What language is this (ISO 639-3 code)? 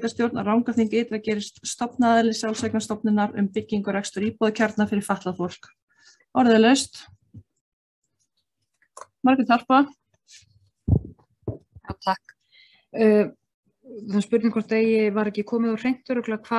isl